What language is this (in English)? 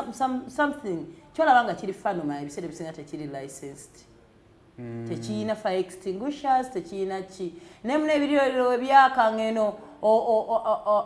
Ganda